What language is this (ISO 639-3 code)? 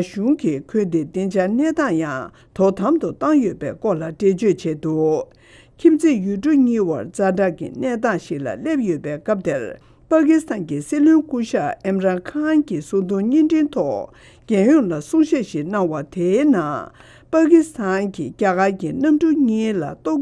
bod